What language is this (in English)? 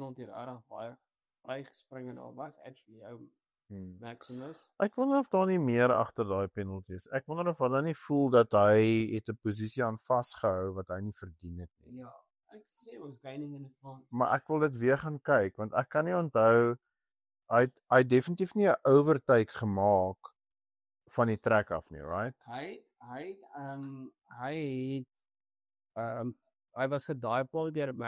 Afrikaans